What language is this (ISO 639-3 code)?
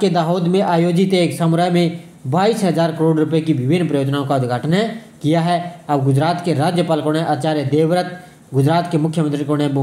hin